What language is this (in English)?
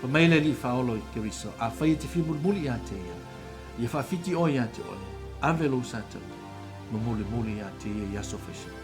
Samoan